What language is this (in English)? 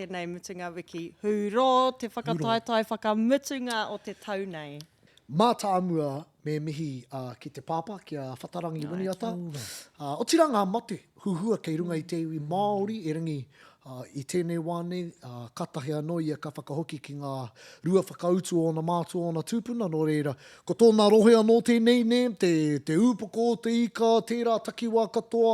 Māori